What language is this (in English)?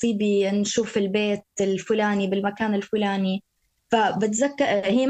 North Levantine Arabic